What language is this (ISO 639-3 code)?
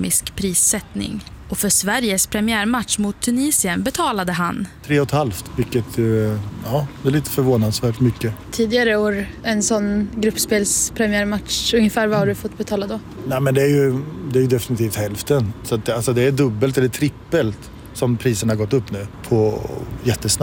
swe